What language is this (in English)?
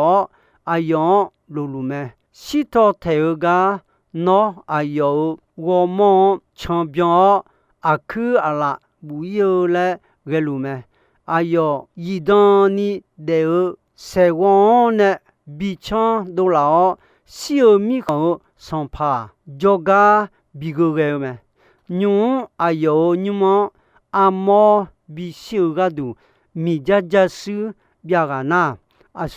Akha